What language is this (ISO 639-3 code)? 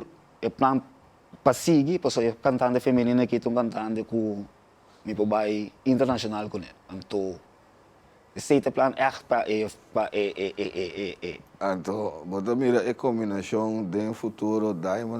pap